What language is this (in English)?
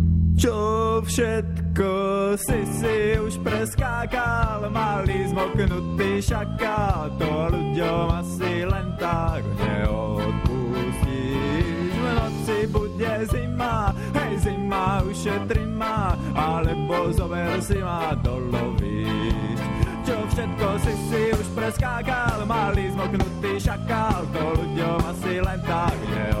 Slovak